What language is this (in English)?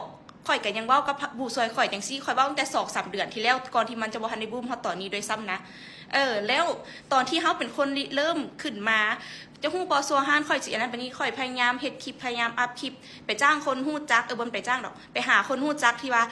Lao